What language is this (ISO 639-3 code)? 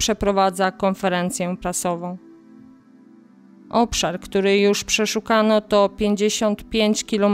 pol